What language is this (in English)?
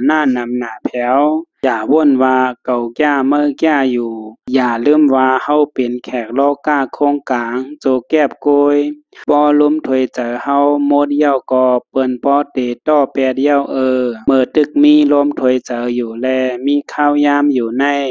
Shan